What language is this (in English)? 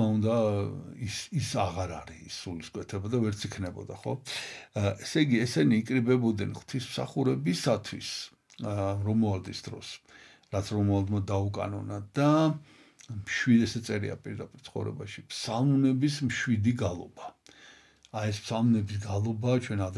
Georgian